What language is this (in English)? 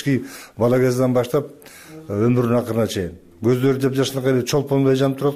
Kyrgyz